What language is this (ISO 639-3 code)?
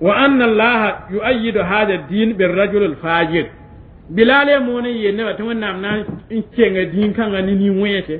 mos